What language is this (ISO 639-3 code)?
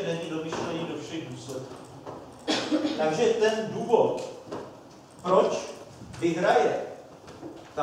ces